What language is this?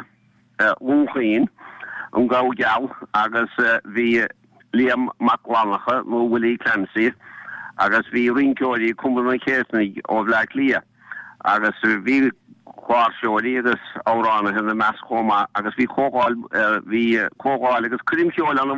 Irish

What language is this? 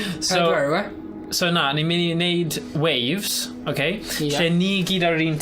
Welsh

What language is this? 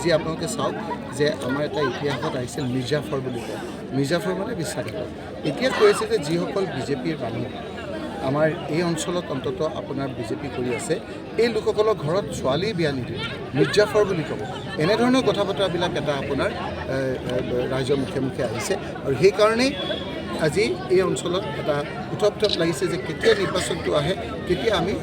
Assamese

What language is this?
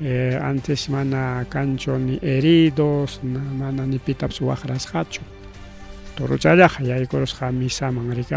Ayacucho Quechua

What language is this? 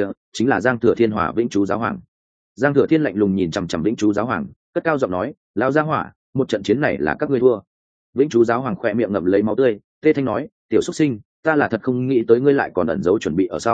Vietnamese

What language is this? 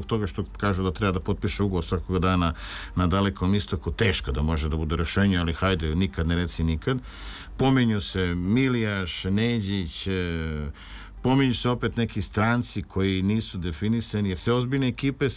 Serbian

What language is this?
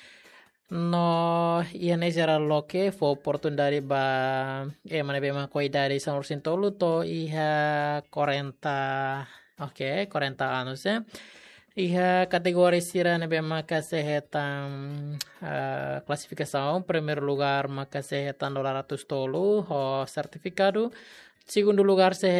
Tetum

